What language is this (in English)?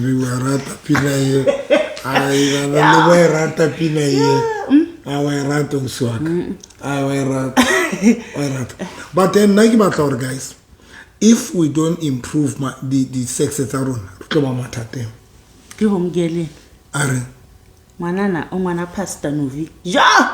Southern Sotho